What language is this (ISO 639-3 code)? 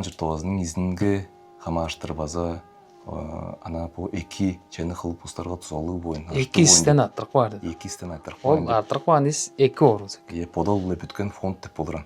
tyv